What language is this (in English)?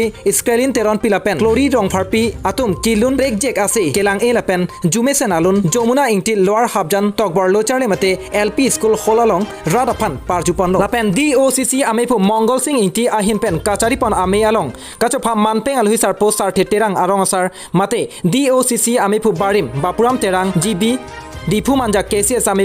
Karbi